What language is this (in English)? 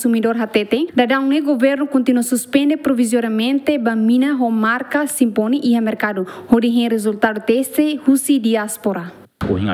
Tetum